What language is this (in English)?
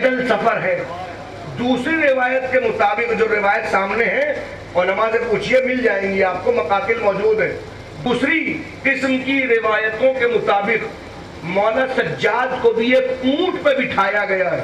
Urdu